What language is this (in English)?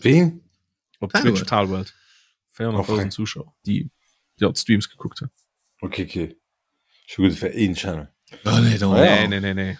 Luxembourgish